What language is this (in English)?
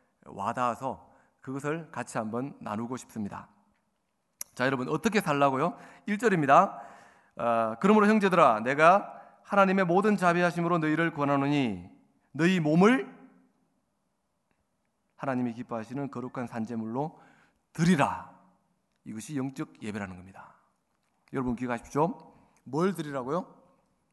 Korean